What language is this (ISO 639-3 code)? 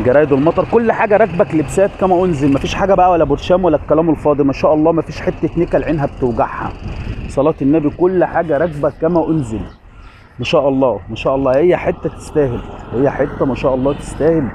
arz